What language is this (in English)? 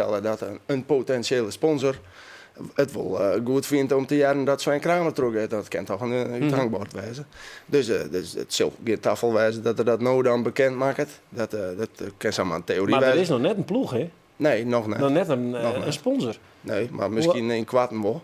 Western Frisian